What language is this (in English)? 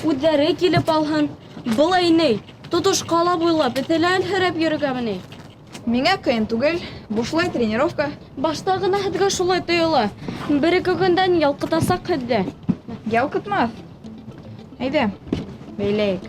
Bashkir